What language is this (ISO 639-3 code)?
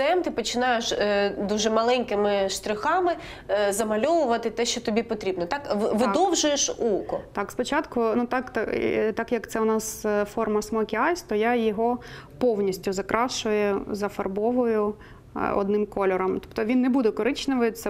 ukr